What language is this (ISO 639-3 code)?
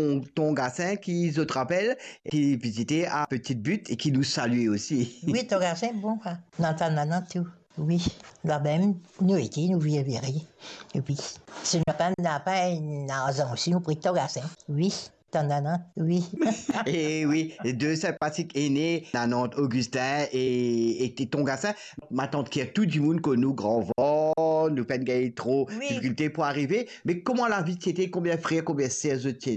mfe